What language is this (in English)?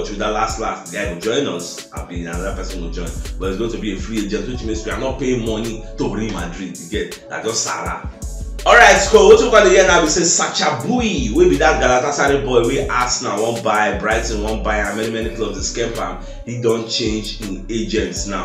Nigerian Pidgin